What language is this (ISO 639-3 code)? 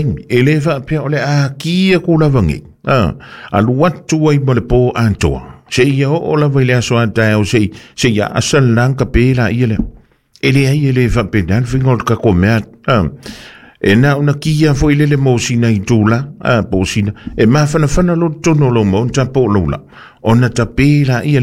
smo